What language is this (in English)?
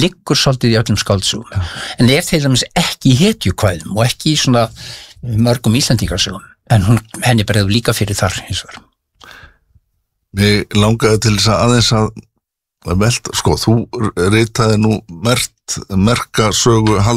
Icelandic